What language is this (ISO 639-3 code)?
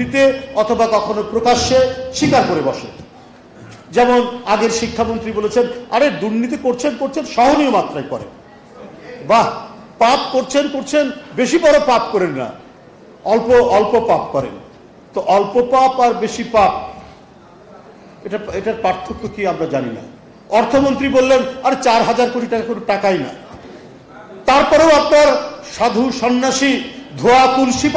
ben